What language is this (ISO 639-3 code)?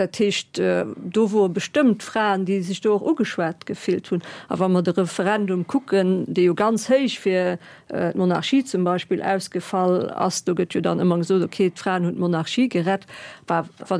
ltz